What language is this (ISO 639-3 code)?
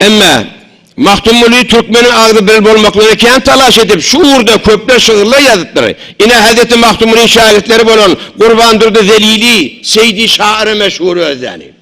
tuk